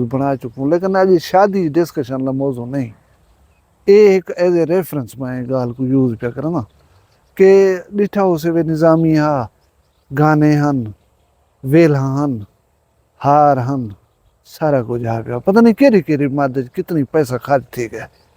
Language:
Saraiki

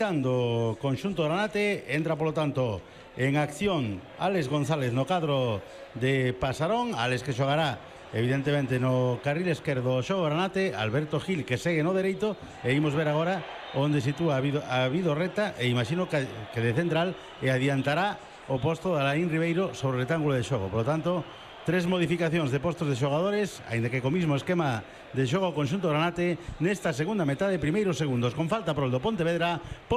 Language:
Galician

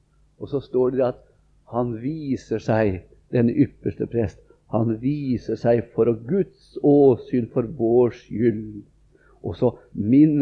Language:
Norwegian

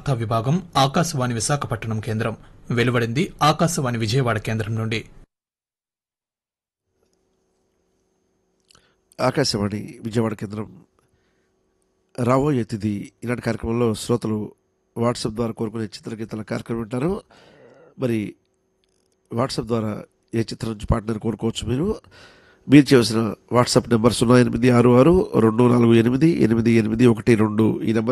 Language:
Telugu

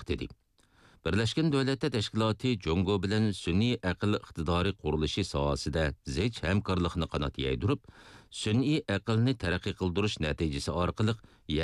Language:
Uyghur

